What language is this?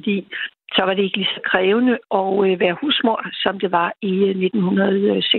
Danish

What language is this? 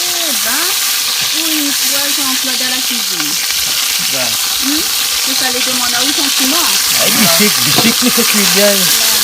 Réunion Creole French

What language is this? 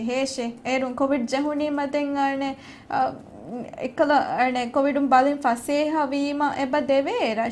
Divehi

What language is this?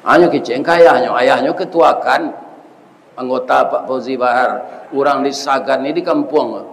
Minangkabau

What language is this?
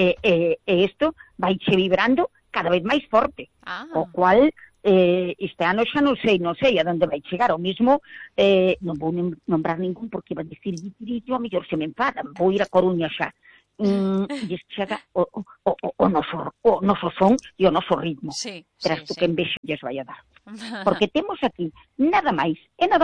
Galician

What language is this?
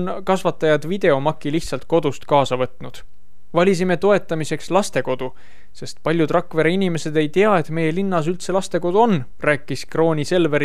Estonian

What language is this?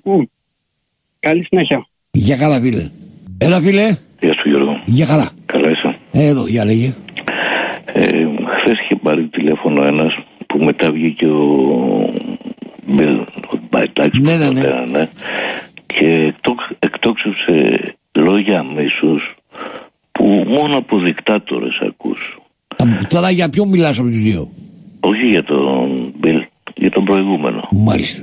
Greek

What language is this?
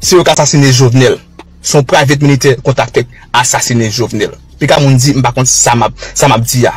Haitian Creole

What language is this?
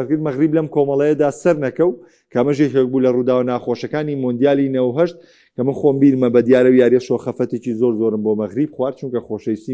Central Kurdish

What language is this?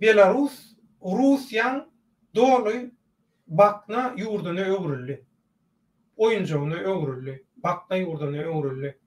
Turkmen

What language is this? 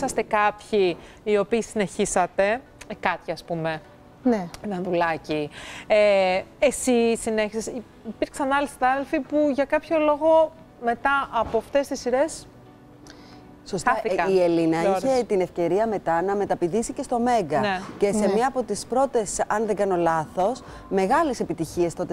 Greek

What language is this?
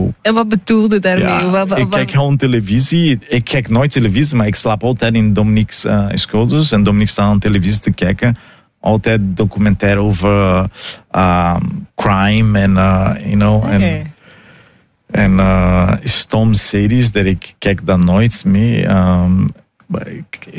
Dutch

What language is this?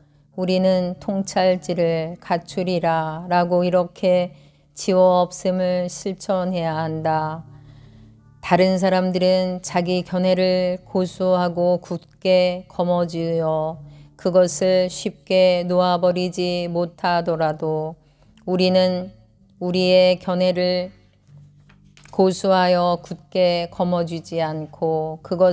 Korean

